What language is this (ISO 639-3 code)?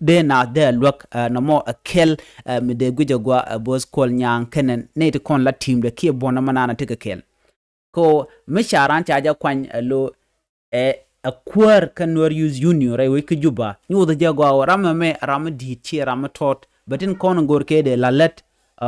nus